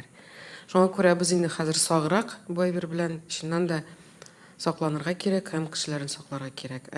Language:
Tatar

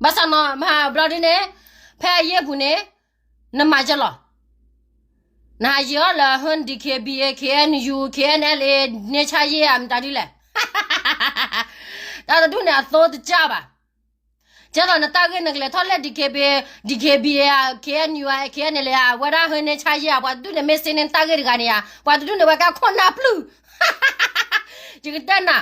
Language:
S'gaw Karen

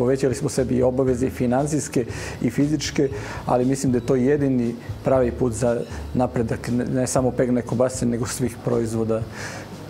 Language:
Serbian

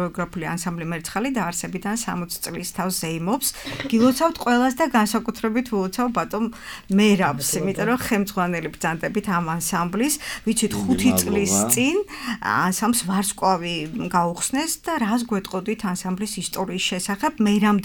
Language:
Georgian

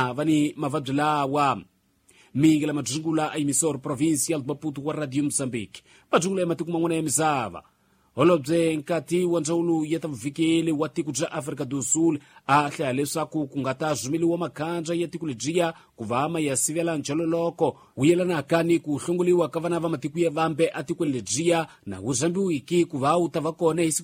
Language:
Tsonga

